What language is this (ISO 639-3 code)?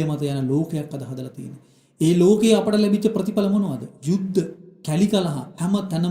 sin